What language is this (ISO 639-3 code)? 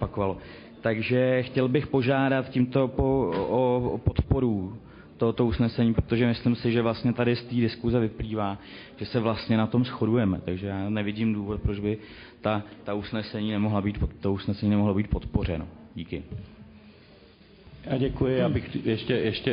ces